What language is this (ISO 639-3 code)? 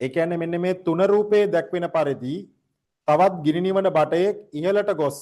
sin